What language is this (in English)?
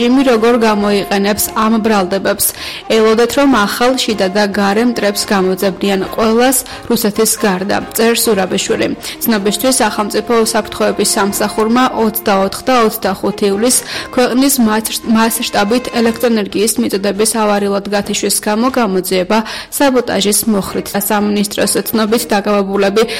Georgian